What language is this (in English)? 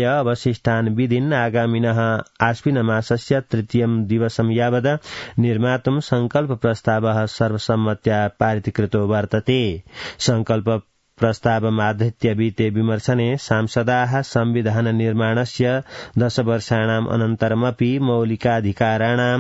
Sanskrit